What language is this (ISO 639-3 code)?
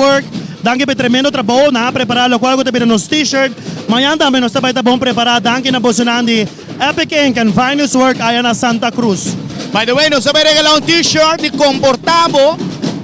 pap